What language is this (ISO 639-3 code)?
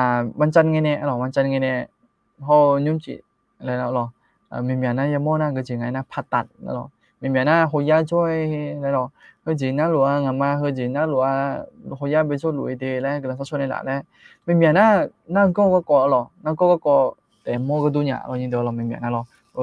ahk